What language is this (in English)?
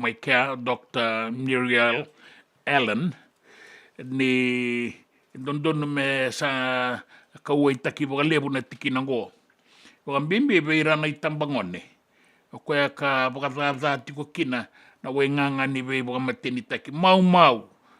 Fijian